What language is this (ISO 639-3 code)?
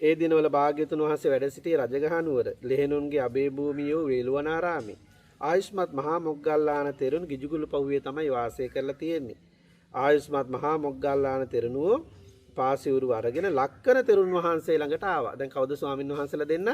sin